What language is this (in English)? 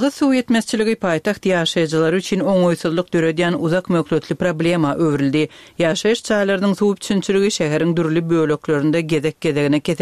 Turkmen